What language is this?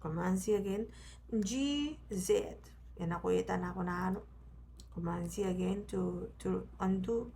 Gilbertese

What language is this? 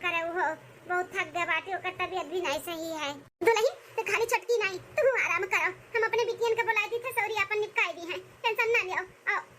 Awadhi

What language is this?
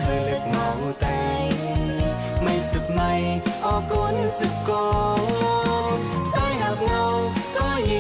Shan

